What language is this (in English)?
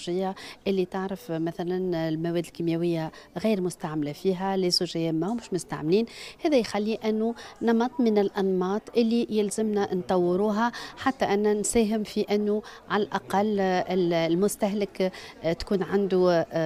Tunisian Arabic